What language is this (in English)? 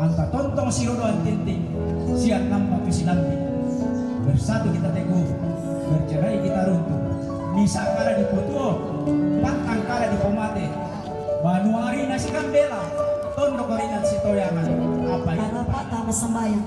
Toraja-Sa'dan